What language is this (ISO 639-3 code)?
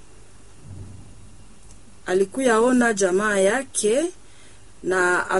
swa